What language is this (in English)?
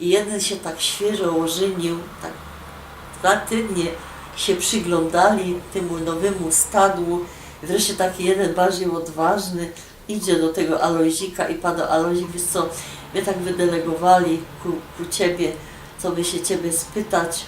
Silesian